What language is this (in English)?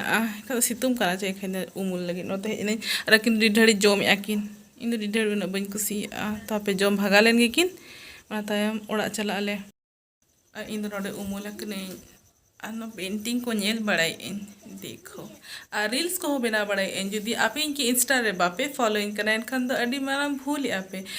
Santali